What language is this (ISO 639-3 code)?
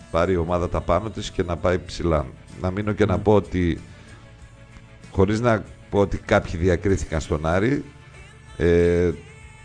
ell